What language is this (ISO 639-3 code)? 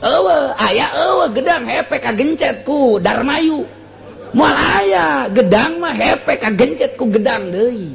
sun